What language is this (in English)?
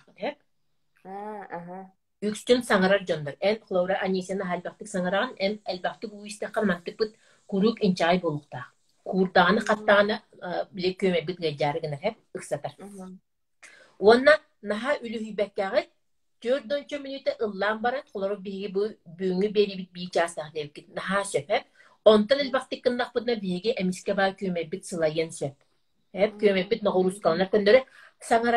Yakut